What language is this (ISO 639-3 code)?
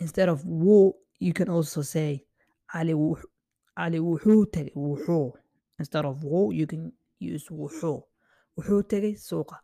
eng